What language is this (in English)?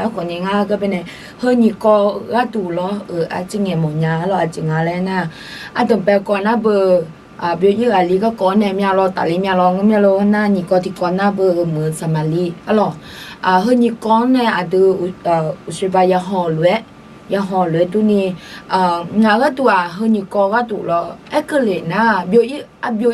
Akha